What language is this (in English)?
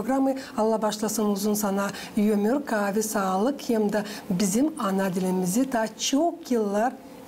Gagauz